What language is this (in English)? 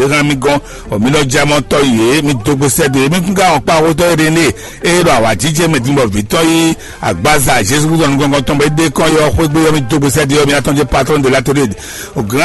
Fon